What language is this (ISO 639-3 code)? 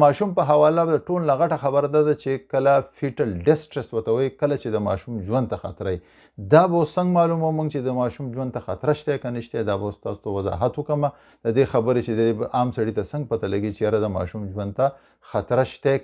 pus